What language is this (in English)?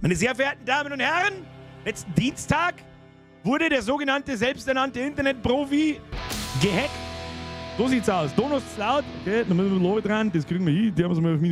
Bavarian